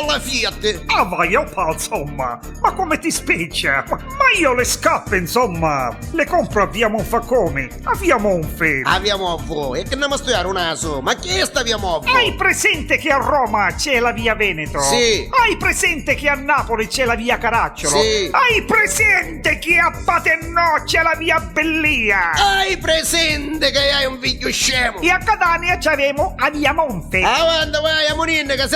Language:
Neapolitan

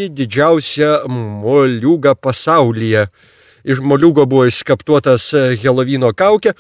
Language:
Lithuanian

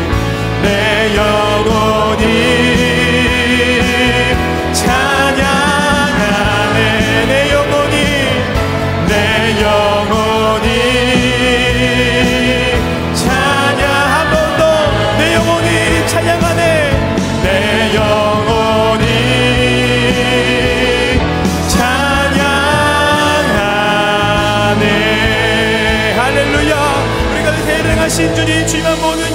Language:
Korean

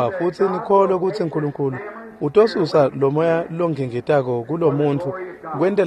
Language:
Swati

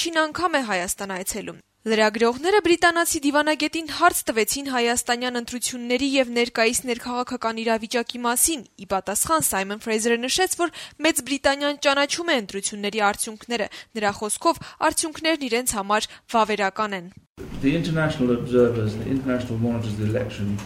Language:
Armenian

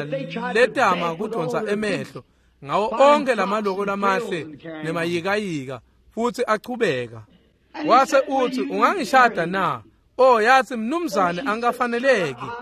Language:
Swati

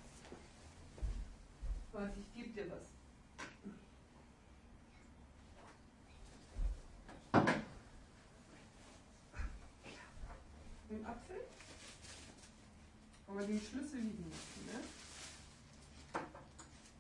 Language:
German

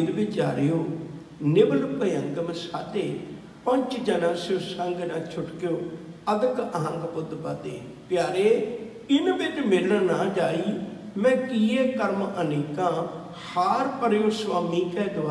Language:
Punjabi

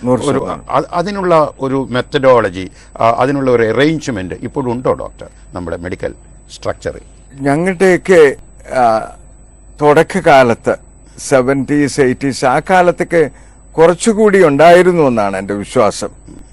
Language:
Malayalam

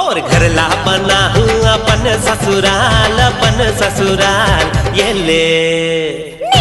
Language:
Chhattisgarhi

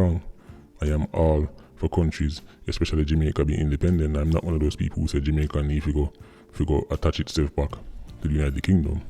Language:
Jamaican Creole English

